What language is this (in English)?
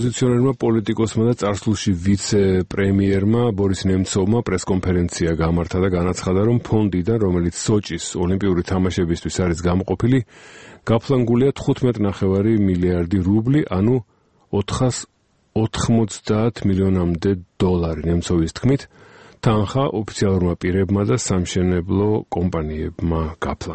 Georgian